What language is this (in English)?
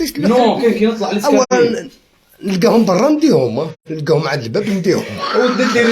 Algerian Arabic